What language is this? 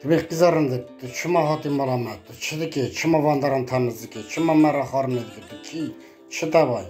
Kurdish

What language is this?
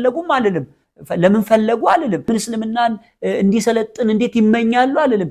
Amharic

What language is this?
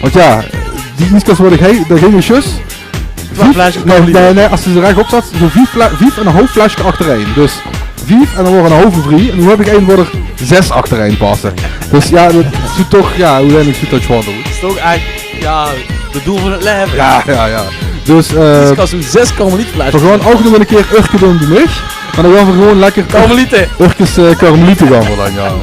Limburgish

